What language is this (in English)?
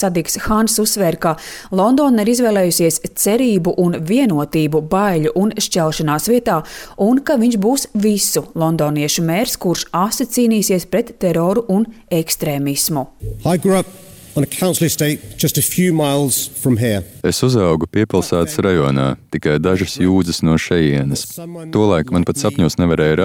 Latvian